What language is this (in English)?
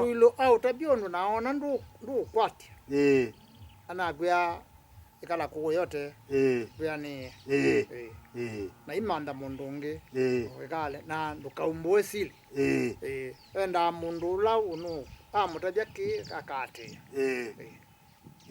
Kamba